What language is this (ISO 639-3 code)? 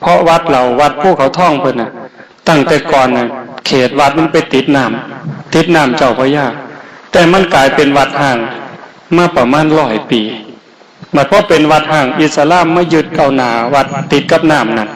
tts